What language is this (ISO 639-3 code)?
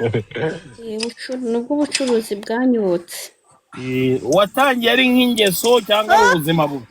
kin